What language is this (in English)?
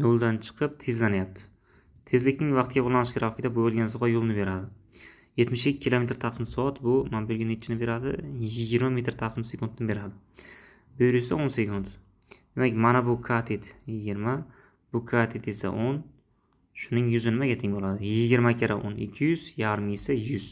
Uzbek